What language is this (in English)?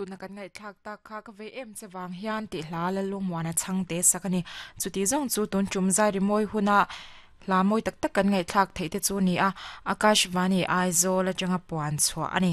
Mizo